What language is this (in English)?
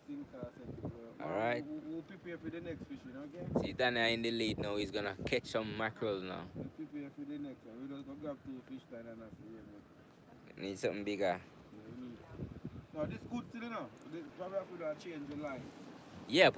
Jamaican Creole English